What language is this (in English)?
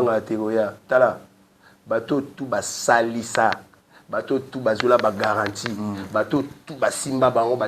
Lingala